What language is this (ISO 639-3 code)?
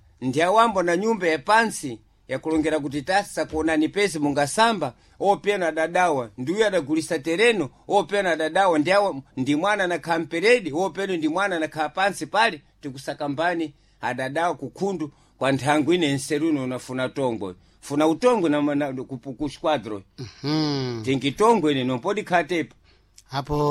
seh